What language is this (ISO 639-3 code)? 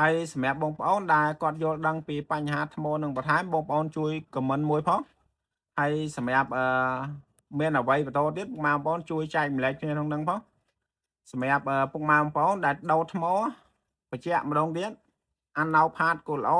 khm